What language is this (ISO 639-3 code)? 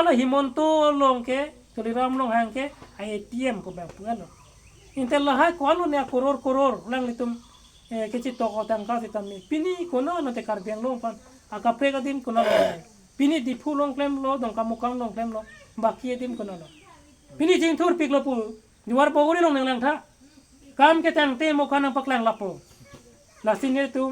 mjw